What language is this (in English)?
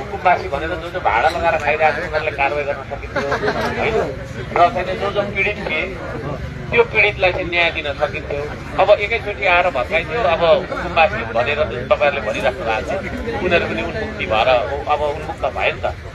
Nepali